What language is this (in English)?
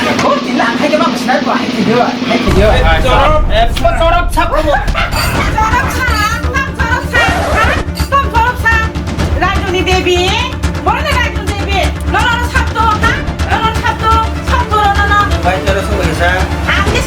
Kok Borok